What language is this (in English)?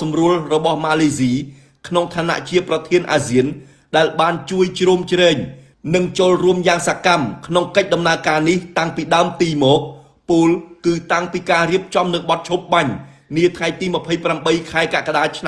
Khmer